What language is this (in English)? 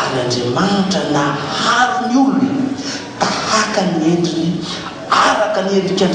Malagasy